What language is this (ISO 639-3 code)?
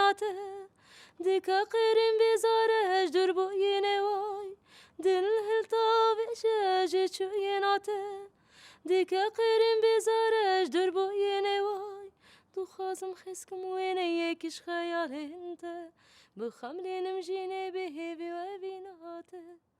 kur